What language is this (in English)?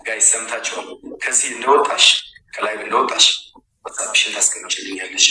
Amharic